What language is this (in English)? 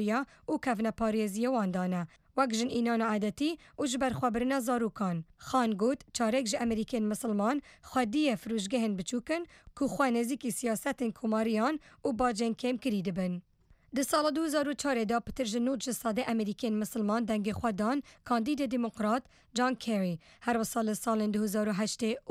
Kurdish